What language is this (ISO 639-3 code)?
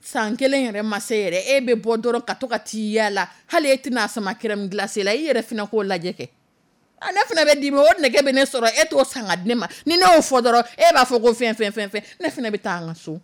dyu